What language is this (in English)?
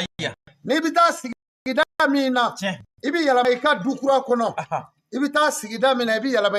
Bambara